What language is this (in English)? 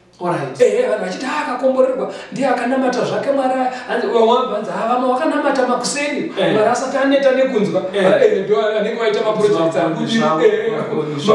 Shona